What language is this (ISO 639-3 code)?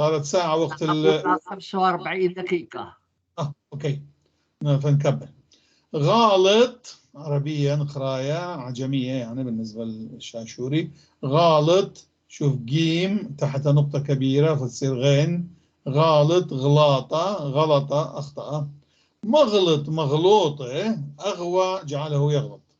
apc